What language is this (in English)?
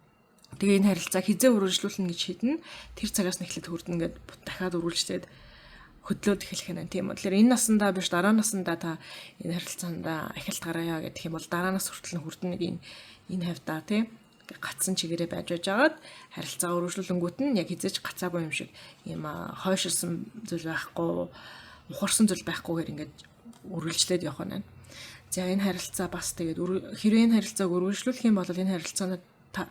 Mongolian